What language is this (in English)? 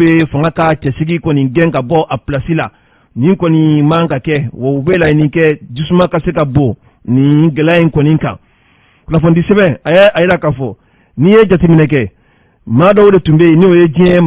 Bambara